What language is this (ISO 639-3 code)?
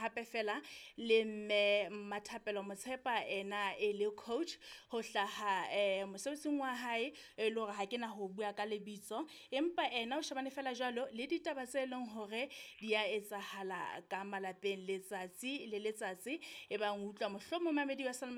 sot